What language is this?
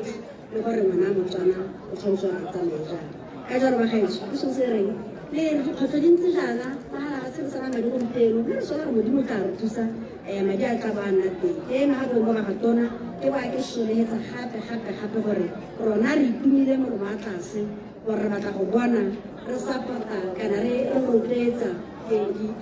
Tswana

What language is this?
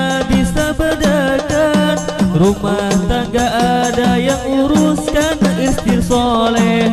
Banjar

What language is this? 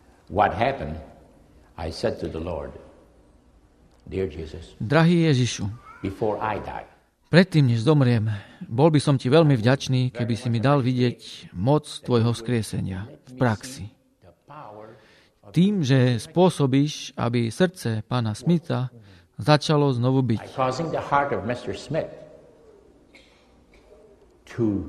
Slovak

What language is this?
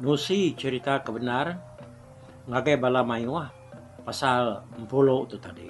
Iban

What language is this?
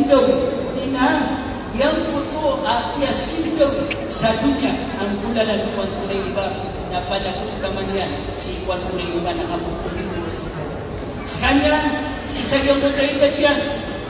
Maranao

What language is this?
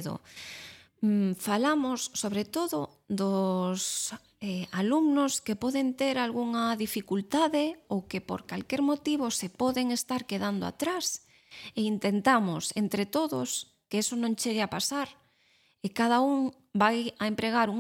Galician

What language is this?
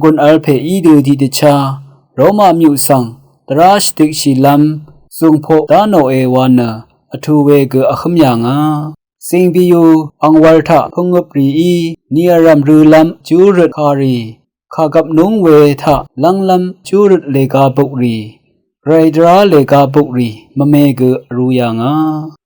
Rawang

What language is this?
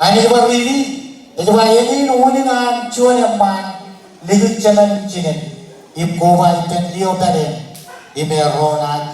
Marshallese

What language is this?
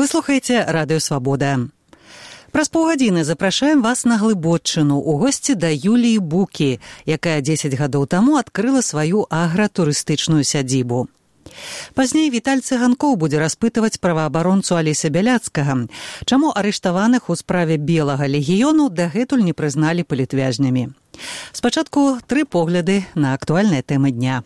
Belarusian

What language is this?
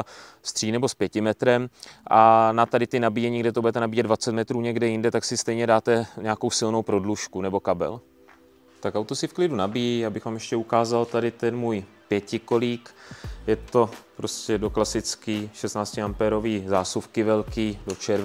Czech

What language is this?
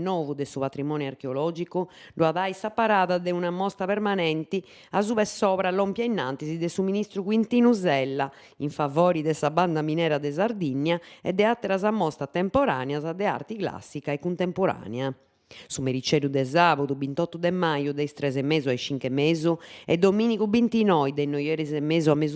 Sardinian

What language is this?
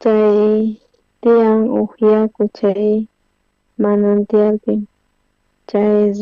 South Bolivian Quechua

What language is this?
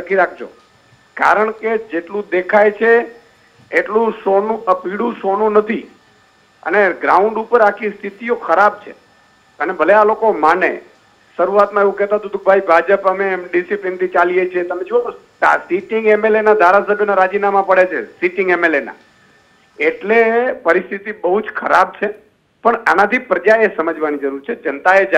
Gujarati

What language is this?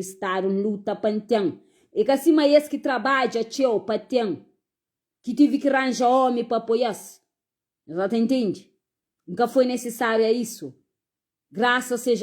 Kabuverdianu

